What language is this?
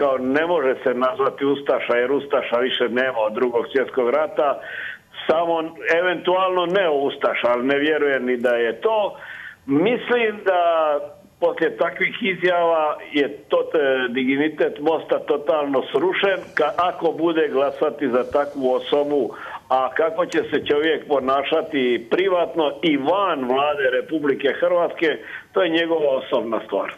Croatian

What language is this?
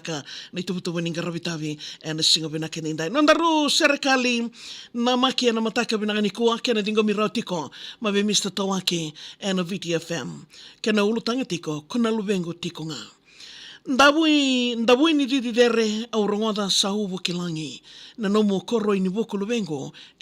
Fijian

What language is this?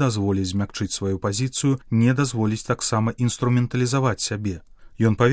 Belarusian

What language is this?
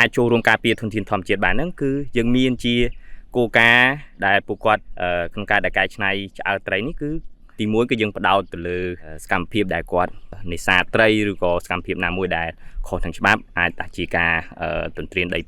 Khmer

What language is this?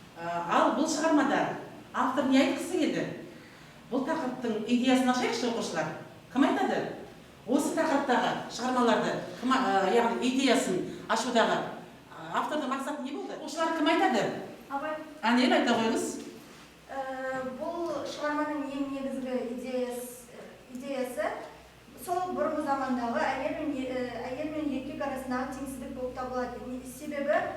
Kazakh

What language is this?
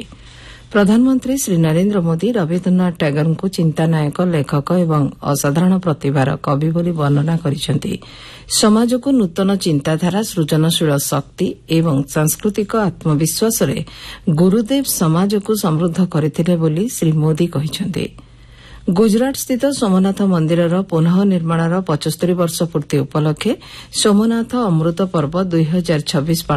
Odia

